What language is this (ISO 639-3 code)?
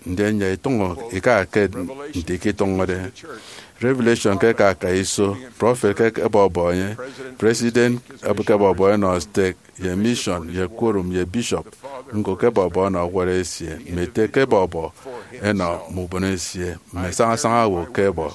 efi